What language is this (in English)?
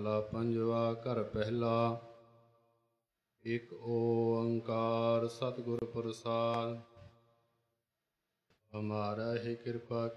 Punjabi